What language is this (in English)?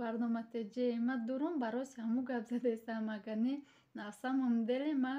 Tajik